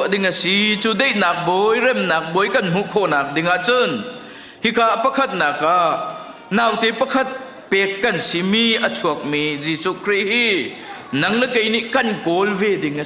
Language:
Hakha Chin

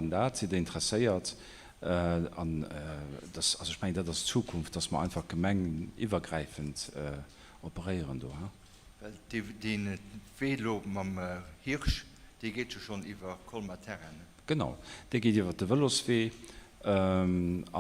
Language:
Luxembourgish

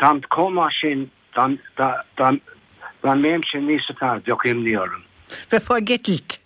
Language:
Irish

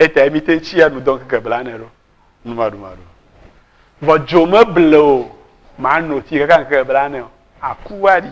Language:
Ewe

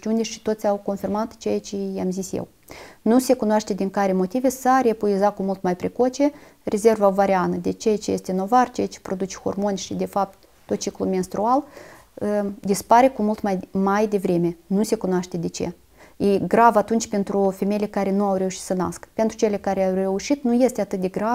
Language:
Romanian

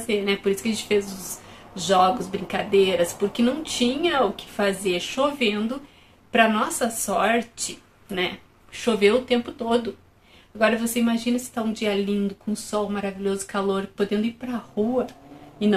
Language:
Portuguese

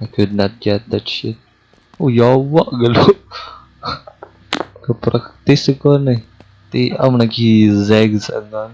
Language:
Cebuano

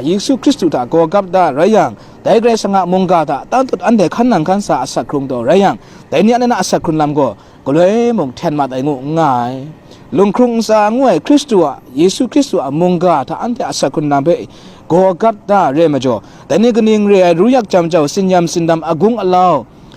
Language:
Kachin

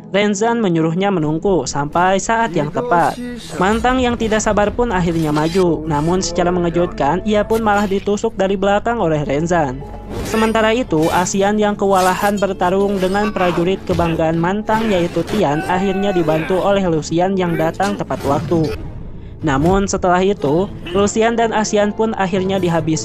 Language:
Indonesian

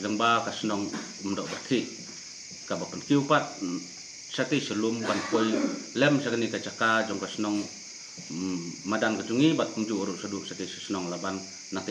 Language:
Khasi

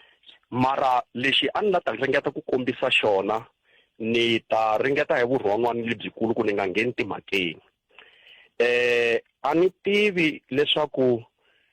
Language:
Tsonga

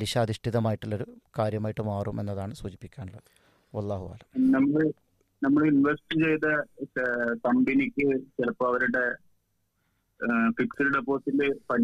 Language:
Malayalam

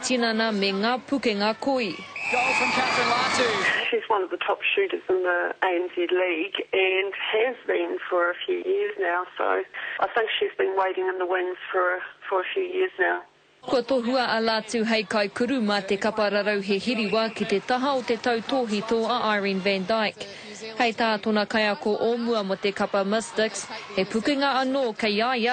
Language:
Māori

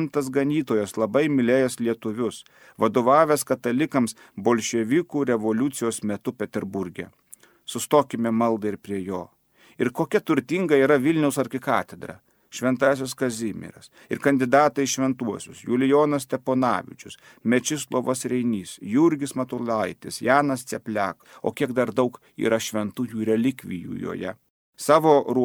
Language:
Lithuanian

